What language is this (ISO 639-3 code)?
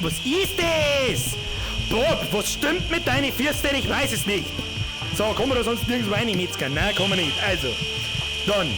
bar